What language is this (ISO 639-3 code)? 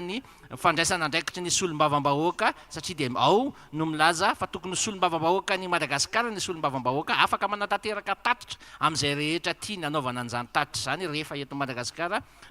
mlg